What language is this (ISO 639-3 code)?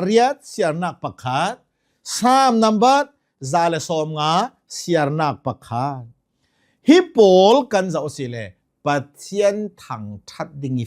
cnh